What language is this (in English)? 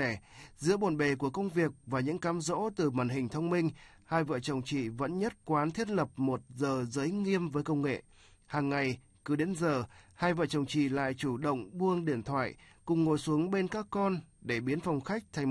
Vietnamese